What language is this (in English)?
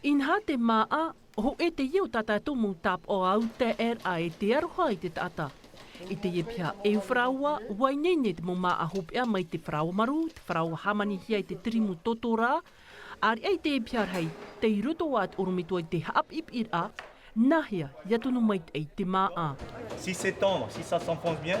Tahitian